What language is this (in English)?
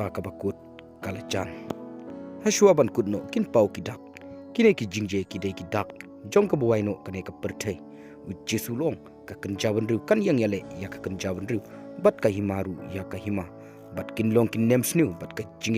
Khasi